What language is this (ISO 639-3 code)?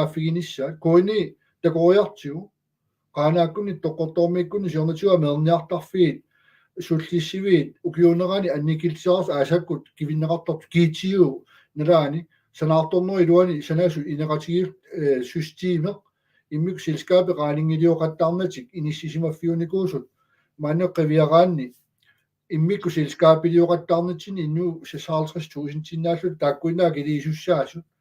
kal